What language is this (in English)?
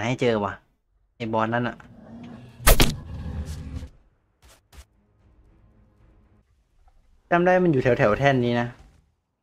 Thai